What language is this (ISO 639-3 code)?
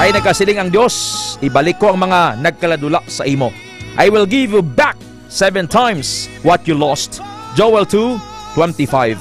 hil